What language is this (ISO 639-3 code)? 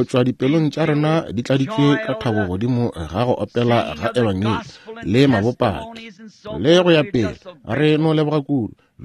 nso